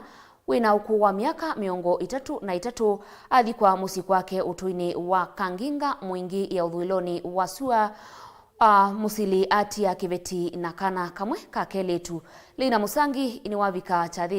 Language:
Kamba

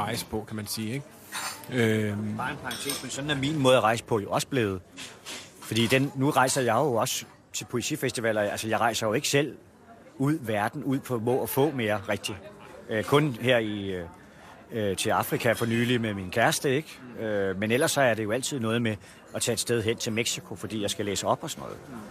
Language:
Danish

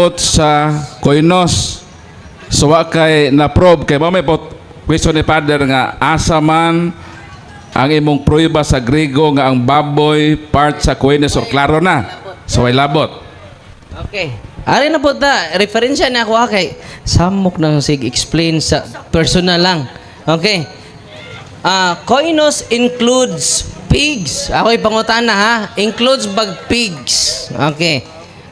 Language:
Cebuano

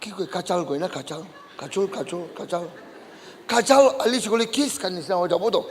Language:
Naga Pidgin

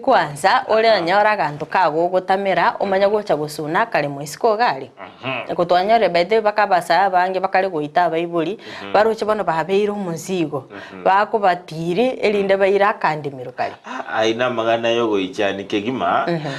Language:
Gusii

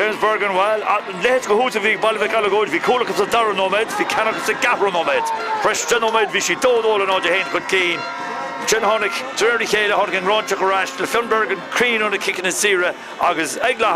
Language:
Irish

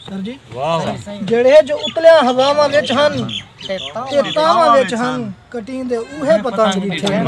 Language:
Saraiki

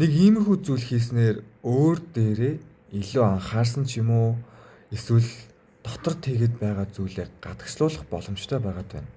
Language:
Mongolian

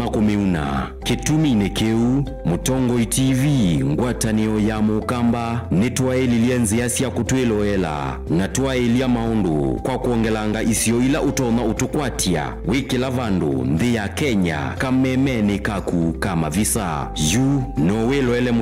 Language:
Kamba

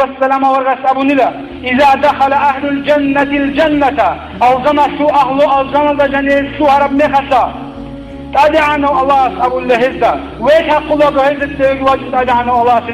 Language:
Avaric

